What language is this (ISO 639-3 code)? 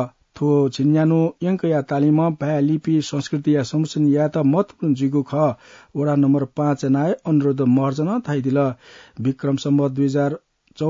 new